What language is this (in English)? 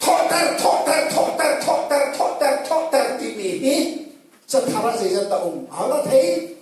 Hakha Chin